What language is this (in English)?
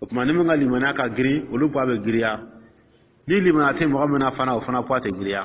Dyula